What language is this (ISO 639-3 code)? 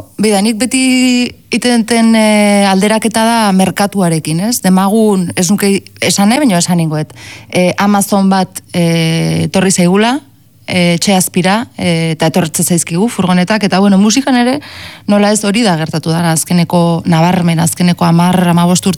eus